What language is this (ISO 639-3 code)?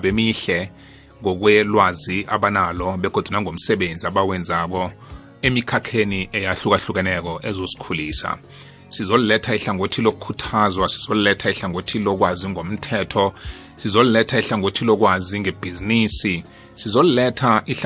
nbl